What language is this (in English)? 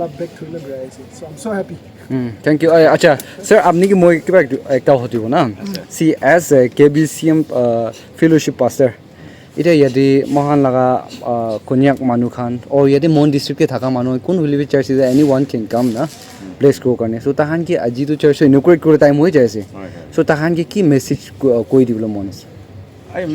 Naga Pidgin